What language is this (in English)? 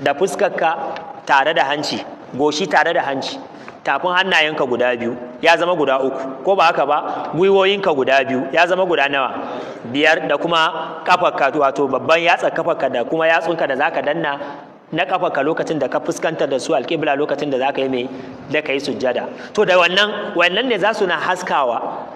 Hausa